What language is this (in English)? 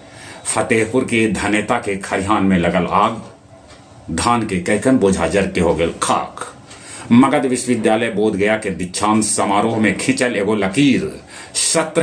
Magahi